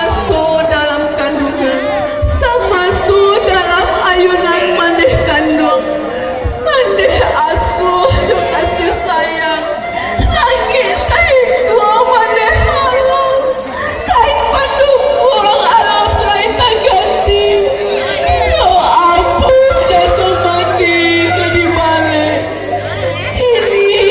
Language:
Minangkabau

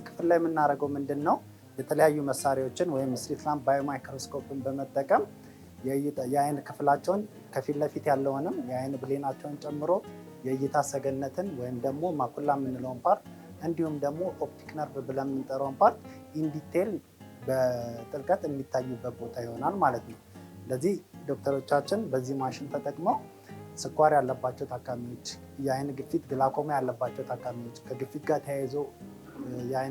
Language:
Amharic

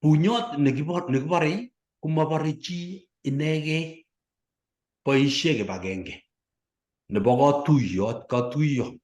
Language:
Kalenjin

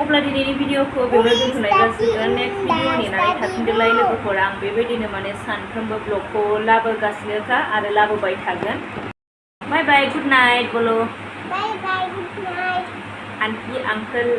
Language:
Bodo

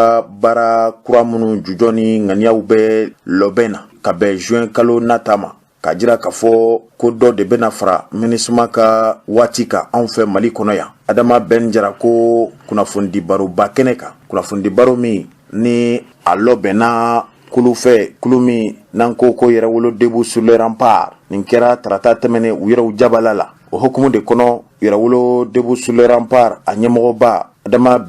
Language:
Bambara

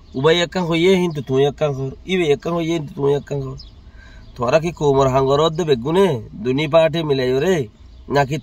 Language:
Rohingya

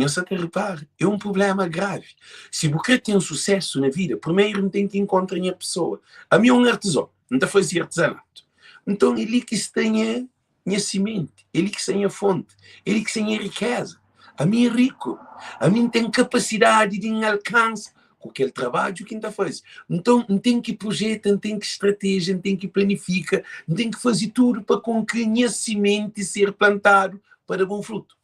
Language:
Kabuverdianu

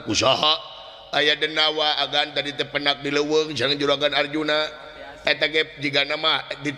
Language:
Sundanese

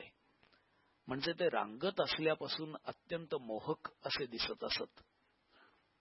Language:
Marathi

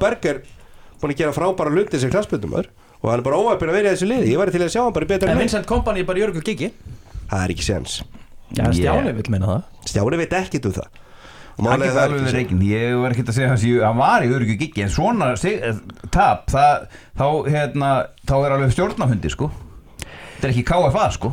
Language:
Icelandic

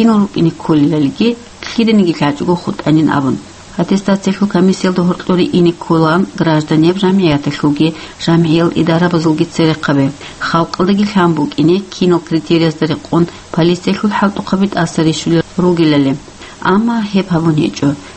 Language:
Avaric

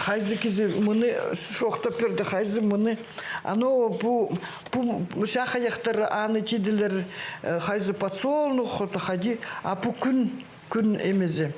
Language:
Khakas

